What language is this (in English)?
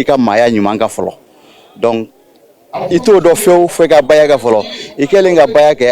Bambara